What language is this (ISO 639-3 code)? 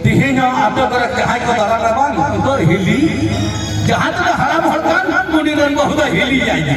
sat